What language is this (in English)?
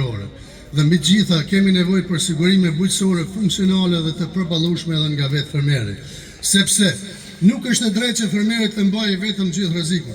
Albanian